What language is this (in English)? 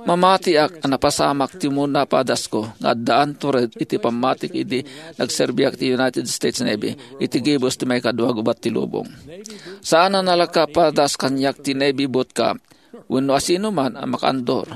Iloko